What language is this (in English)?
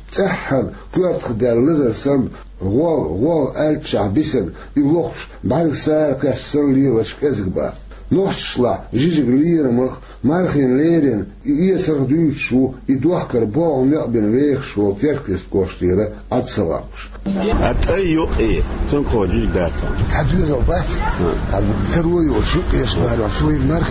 Chechen